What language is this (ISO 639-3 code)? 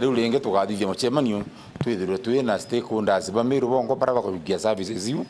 mer